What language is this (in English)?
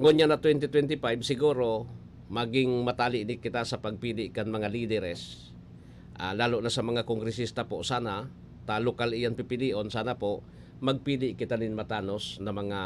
Bikol